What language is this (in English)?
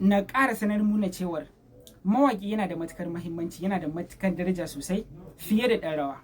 Hausa